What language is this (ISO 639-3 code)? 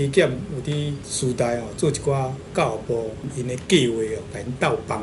nan